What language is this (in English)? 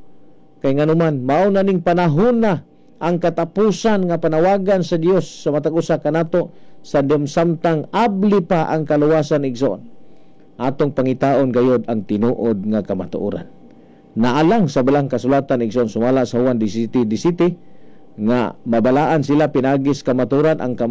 Cebuano